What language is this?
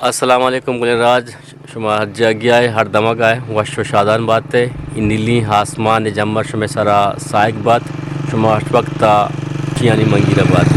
Eastern Balochi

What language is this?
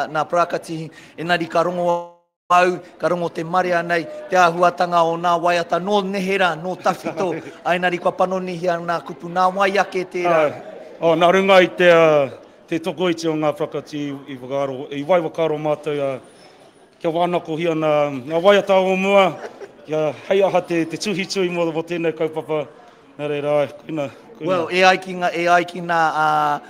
Māori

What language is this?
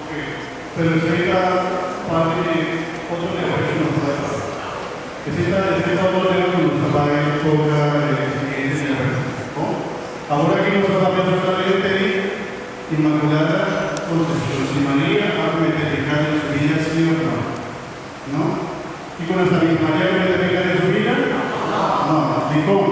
Papiamento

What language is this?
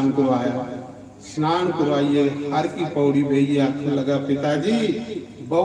Dogri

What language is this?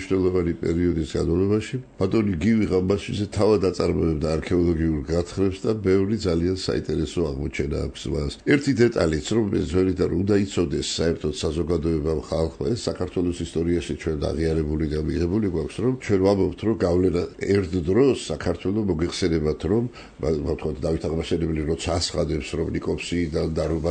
Georgian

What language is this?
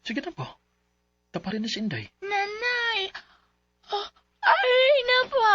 Cebuano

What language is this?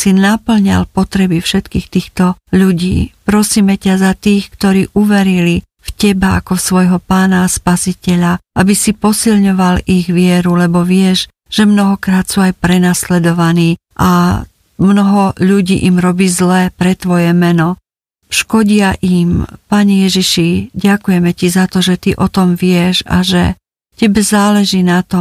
Slovak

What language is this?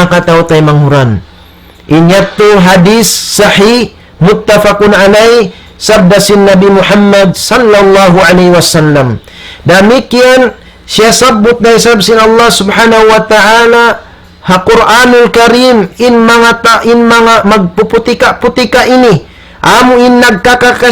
Tausug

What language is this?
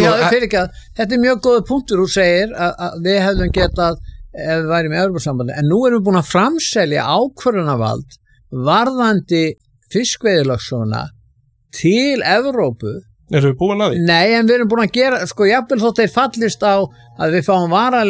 Icelandic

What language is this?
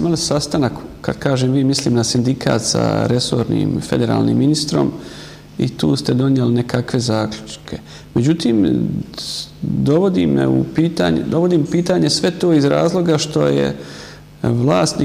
Bosnian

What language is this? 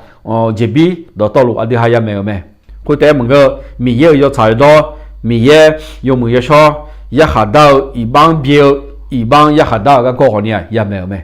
Akha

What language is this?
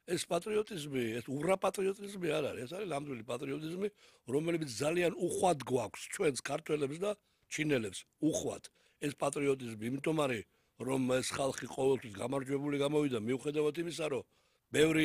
Georgian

